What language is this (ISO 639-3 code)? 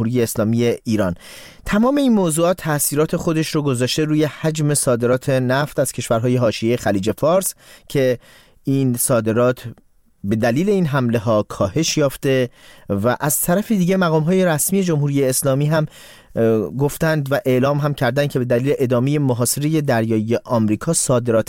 fas